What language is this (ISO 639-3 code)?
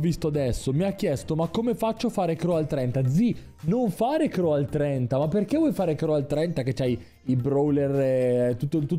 ita